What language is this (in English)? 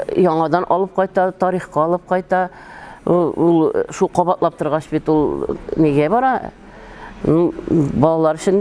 Tatar